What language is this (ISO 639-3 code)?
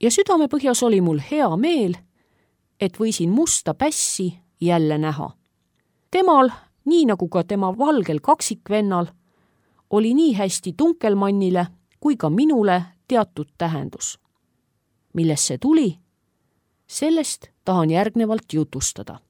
est